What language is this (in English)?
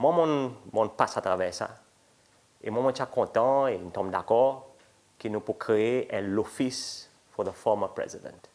Seselwa Creole French